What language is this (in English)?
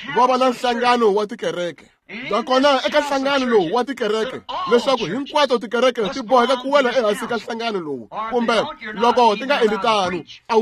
Tsonga